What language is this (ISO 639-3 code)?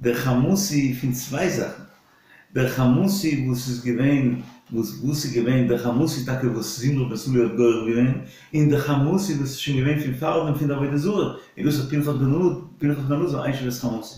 yid